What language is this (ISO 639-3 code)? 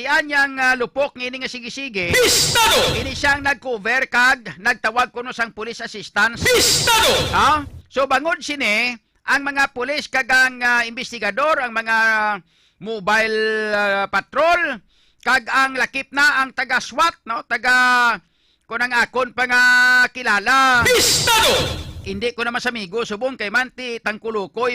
hil